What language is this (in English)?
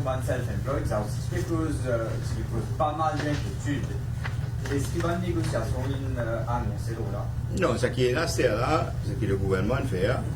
Morisyen